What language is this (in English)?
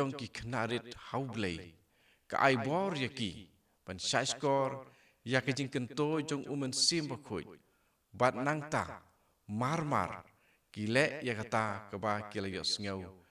Khasi